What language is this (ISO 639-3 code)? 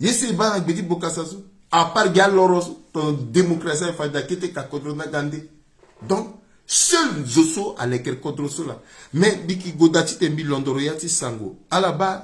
sag